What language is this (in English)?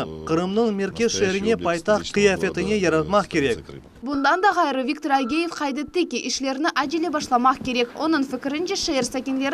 Crimean Tatar